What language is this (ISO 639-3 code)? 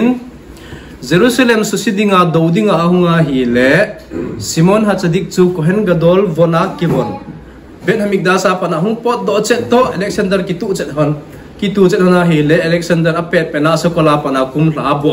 tcz